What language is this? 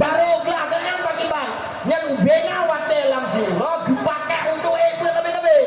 Achinese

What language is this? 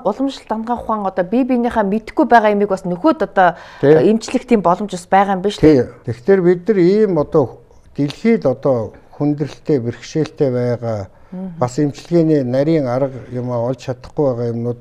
Mongolian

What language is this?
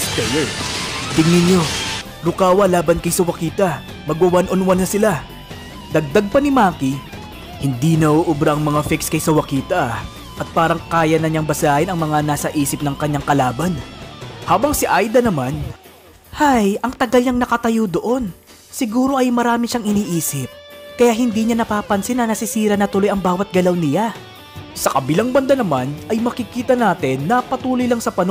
Filipino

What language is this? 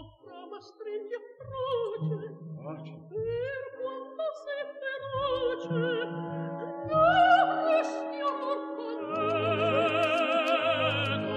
Italian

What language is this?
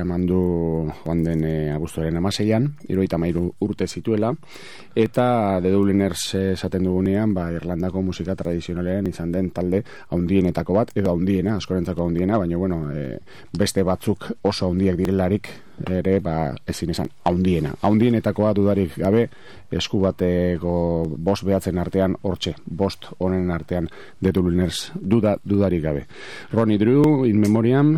Basque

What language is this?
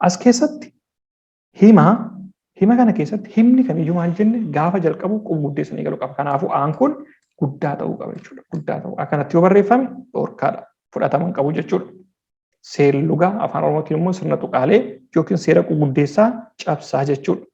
Oromo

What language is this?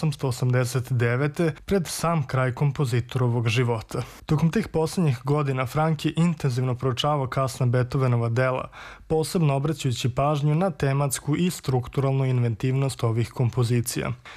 Serbian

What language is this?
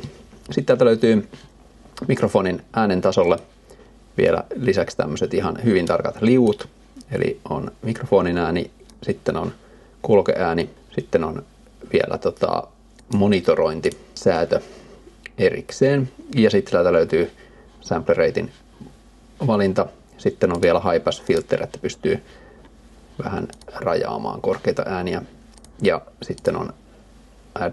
Finnish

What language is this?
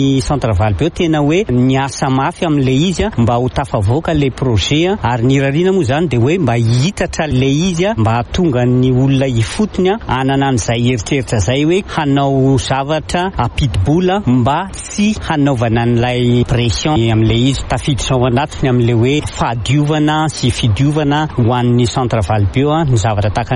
Malagasy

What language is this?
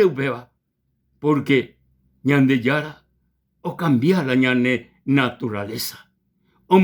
Guarani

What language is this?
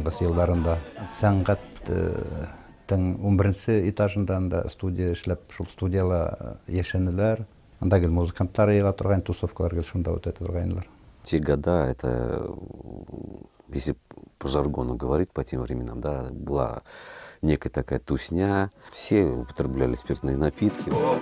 Bashkir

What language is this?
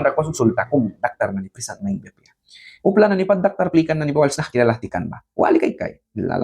Mískito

